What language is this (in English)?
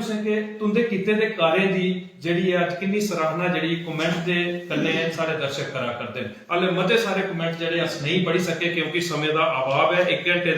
Dogri